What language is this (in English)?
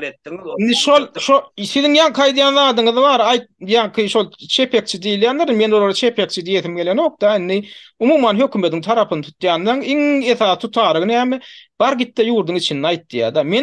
Turkmen